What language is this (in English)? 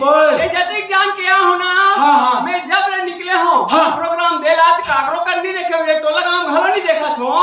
Chhattisgarhi